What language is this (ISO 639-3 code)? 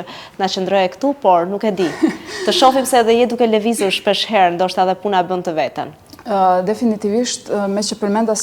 sqi